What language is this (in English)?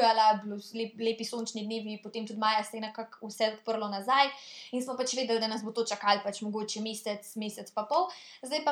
Slovenian